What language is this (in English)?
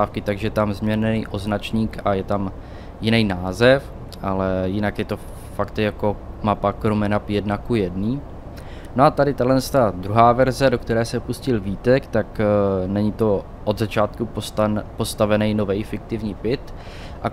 Czech